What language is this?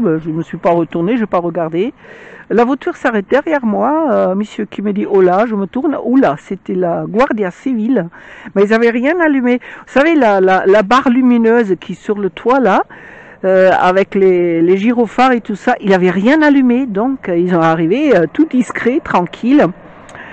French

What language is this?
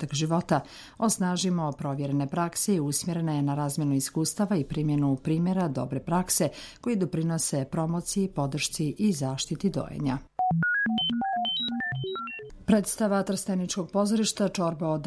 Bosnian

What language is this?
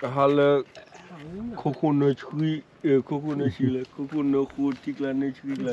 S'gaw Karen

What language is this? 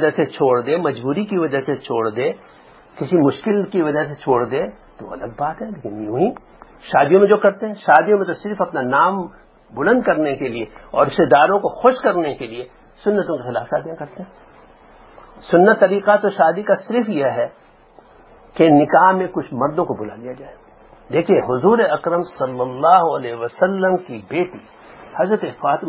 Urdu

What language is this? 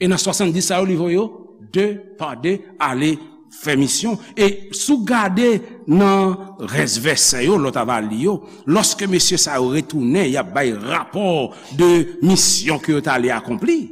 Haitian Creole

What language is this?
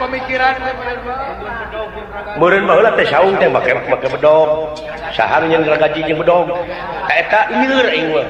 Sundanese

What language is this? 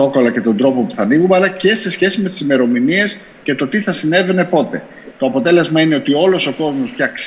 Greek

